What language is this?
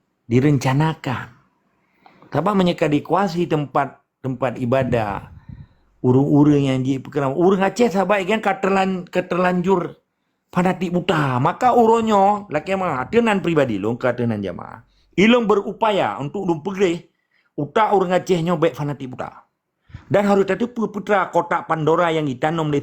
Achinese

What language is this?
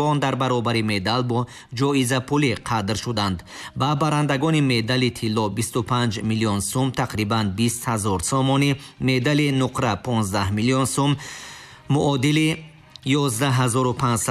Tajik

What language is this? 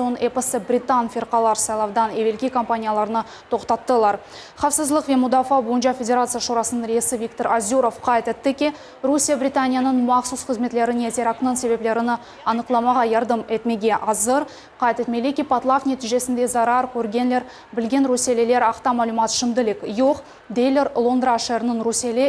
Crimean Tatar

